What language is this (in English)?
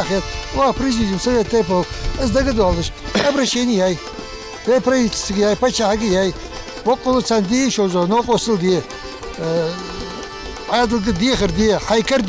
Ingush